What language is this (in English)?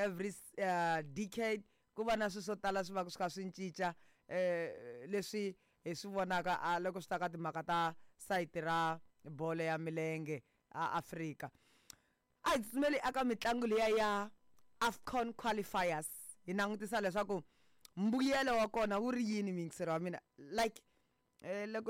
Tsonga